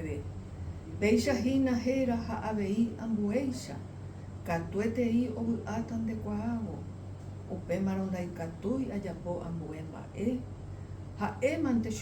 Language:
Guarani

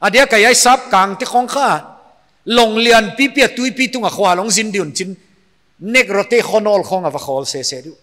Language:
Paite Chin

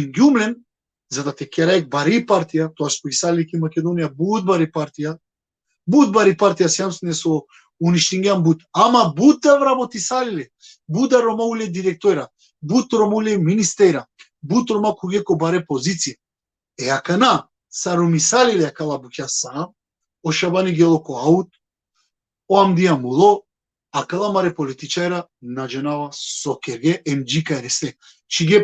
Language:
Balkan Romani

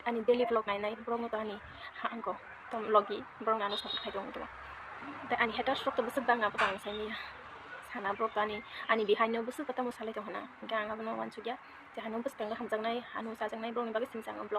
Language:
Kok Borok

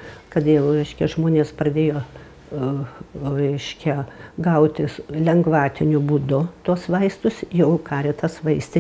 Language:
Lithuanian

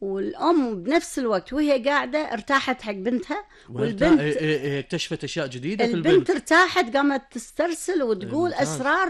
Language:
Gulf Arabic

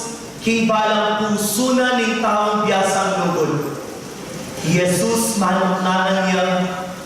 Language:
Pampanga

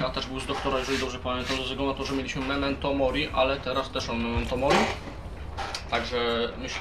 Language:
Polish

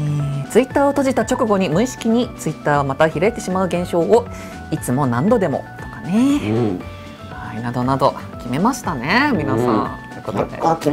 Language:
Japanese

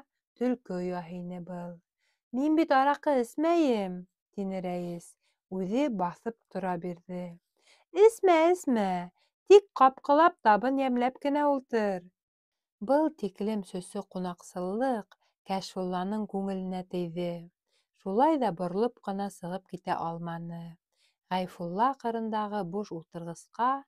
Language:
Bashkir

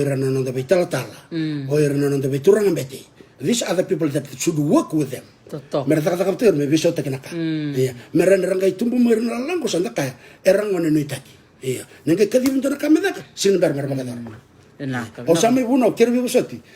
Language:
Fijian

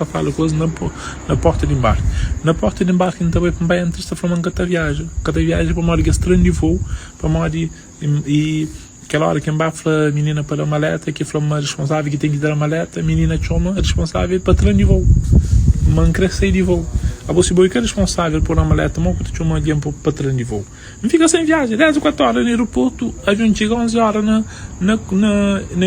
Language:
Kabuverdianu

